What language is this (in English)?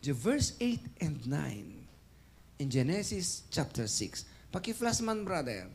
Iloko